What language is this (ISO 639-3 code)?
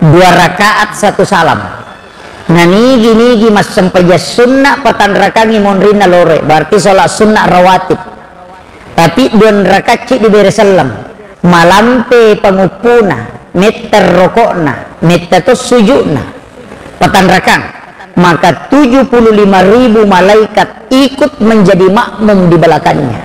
bug